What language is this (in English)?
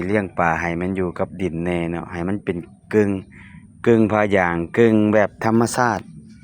Lao